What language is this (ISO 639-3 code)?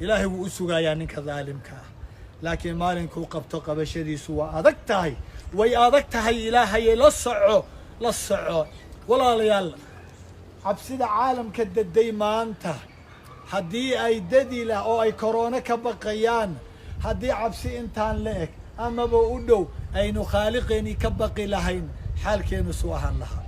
som